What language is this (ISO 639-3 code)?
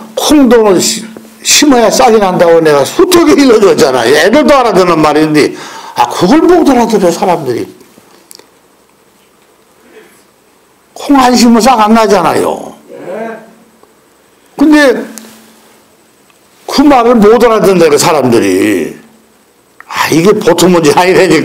kor